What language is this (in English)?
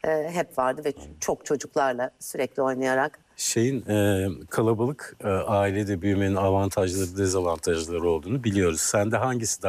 Turkish